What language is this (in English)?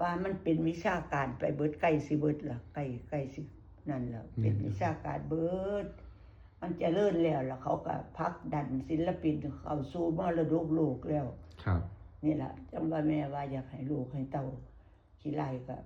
Lao